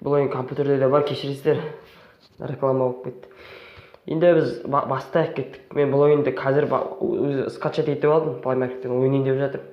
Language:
Kazakh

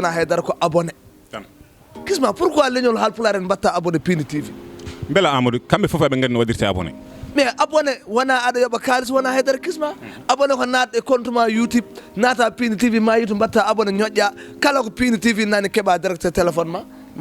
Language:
Fula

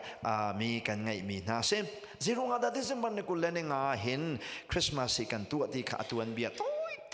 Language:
Hakha Chin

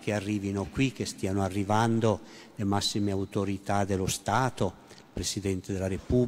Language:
Italian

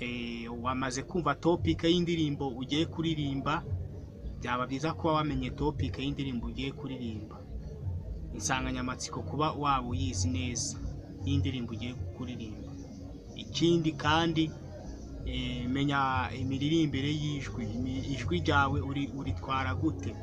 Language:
Kinyarwanda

